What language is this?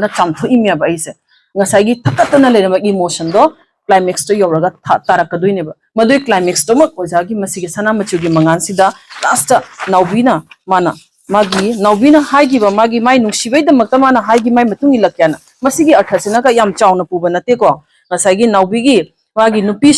Manipuri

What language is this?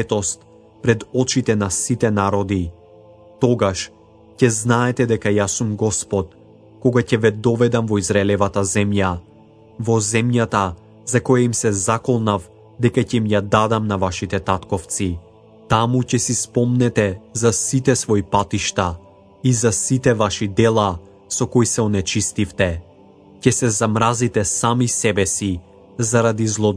Macedonian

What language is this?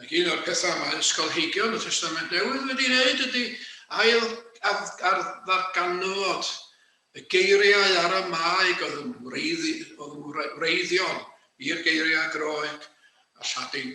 Welsh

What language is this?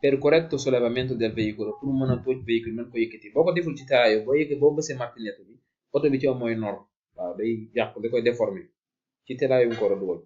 Wolof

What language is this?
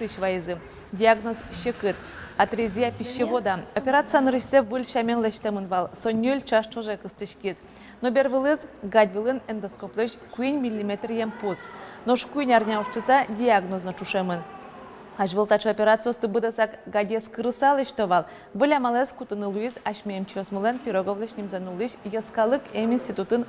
Udmurt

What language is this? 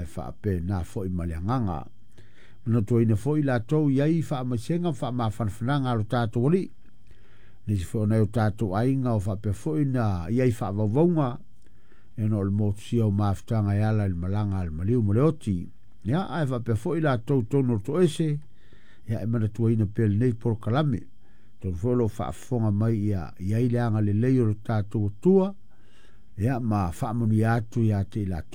Samoan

